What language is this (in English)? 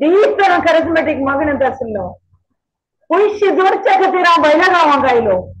Konkani